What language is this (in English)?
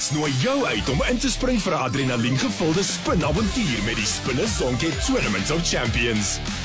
Afrikaans